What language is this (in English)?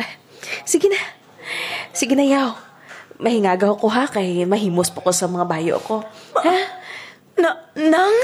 Hiligaynon